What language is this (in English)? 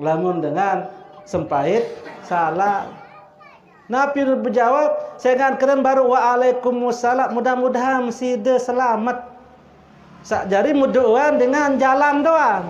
Sasak